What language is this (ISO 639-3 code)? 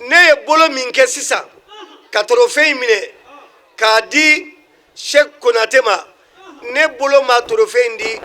bam